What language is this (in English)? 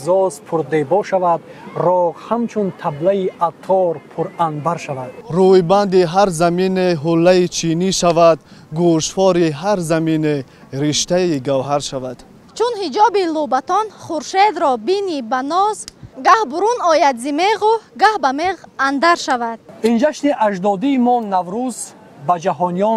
Tajik